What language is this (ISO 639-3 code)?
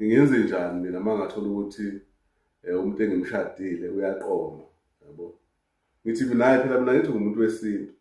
zul